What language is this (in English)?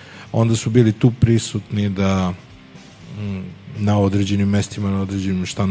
Serbian